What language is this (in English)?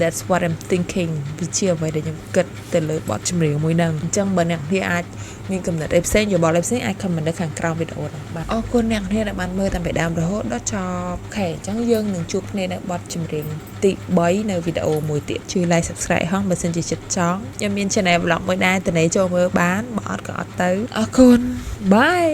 Khmer